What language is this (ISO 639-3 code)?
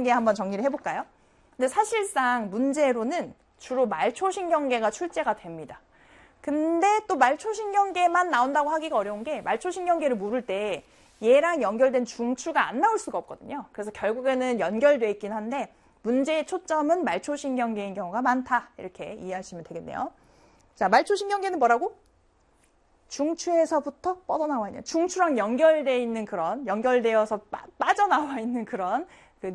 kor